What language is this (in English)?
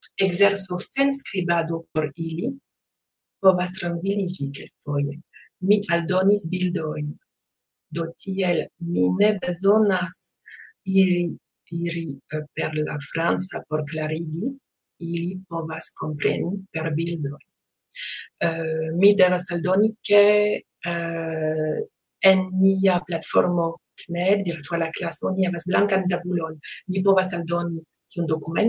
Esperanto